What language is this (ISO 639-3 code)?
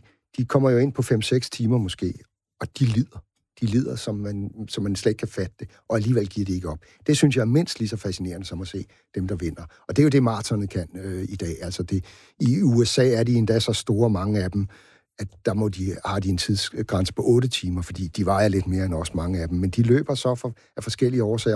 dan